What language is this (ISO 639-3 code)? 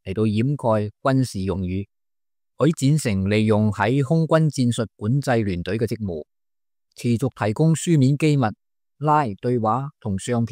yue